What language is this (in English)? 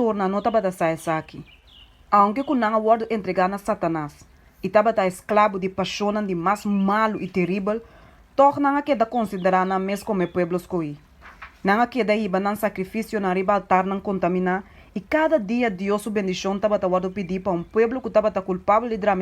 Papiamento